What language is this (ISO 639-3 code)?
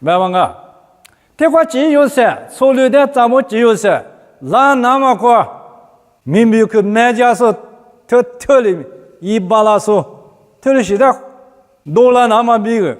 lis